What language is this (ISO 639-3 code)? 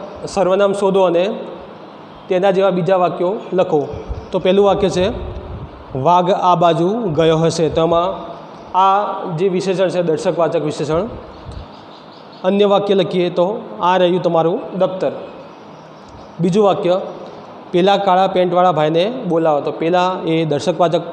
guj